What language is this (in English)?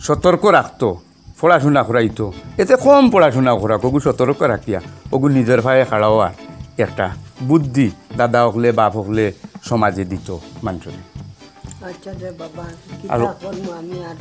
Sylheti